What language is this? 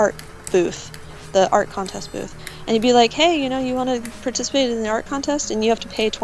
English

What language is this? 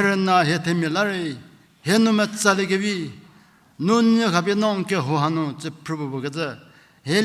Angami Naga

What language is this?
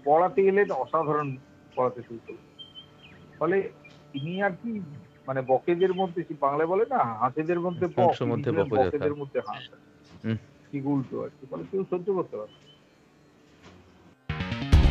Bangla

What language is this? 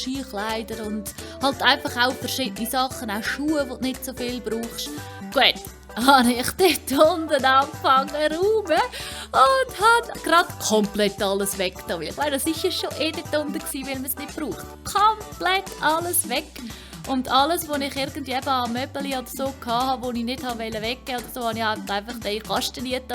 Swiss German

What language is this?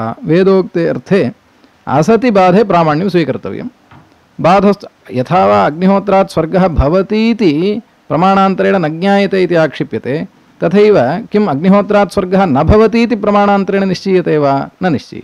Sanskrit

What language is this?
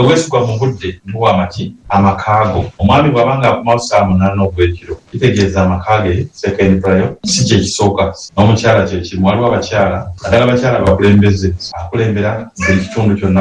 Ganda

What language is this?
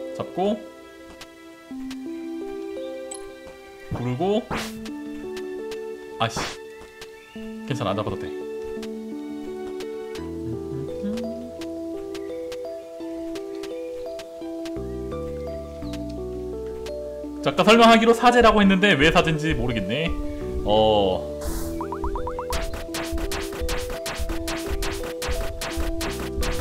Korean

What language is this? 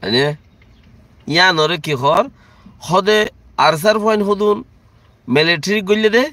Rohingya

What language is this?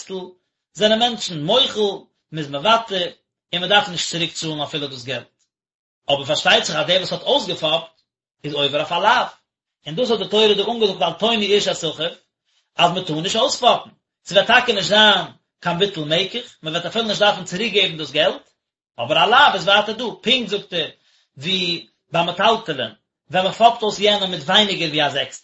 Yiddish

